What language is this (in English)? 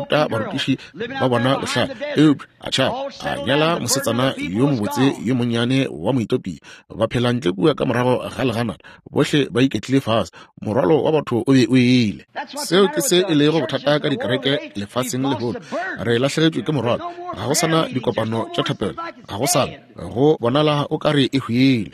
Northern Sotho